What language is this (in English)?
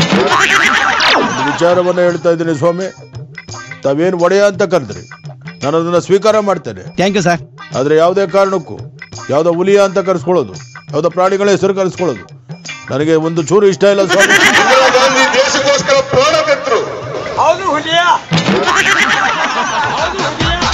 Kannada